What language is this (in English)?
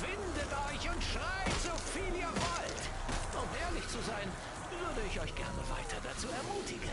Swiss German